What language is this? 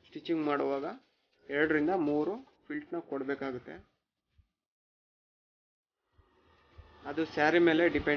Kannada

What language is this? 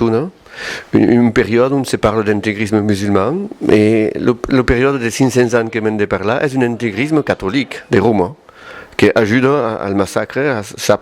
Occitan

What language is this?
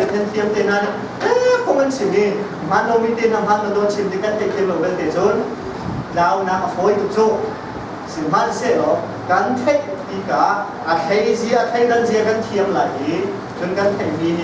Hakha Chin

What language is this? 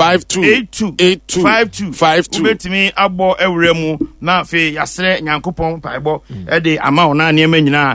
Akan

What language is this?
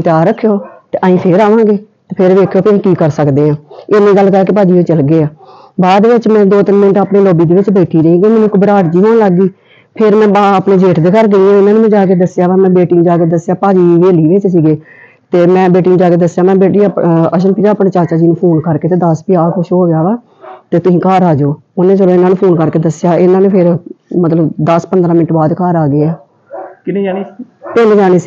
Punjabi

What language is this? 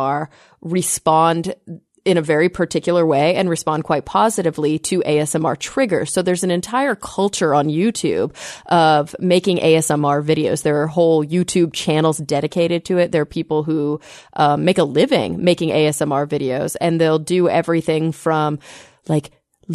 English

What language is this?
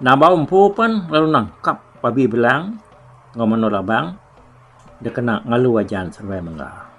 Iban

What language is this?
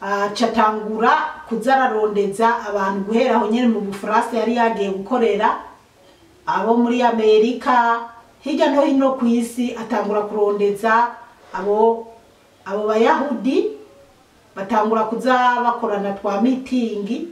Rundi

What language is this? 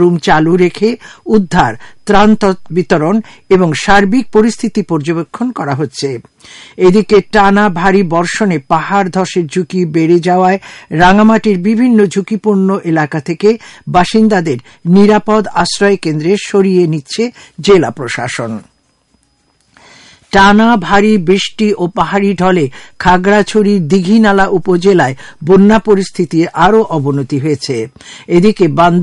Bangla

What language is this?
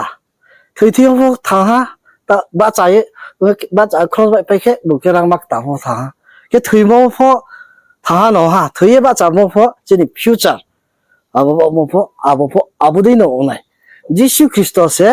Riang (India)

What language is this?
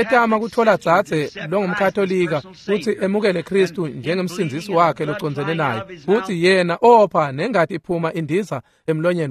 Swati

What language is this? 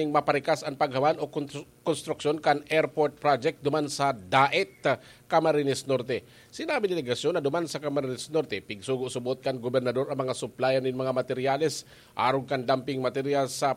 Bikol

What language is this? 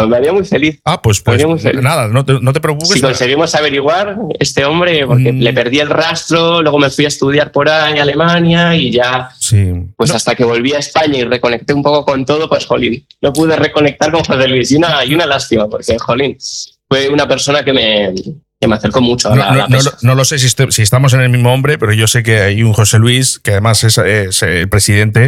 Spanish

